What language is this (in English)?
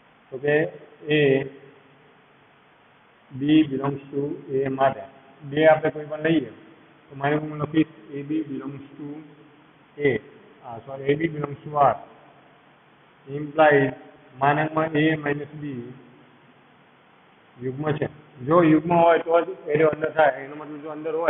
Gujarati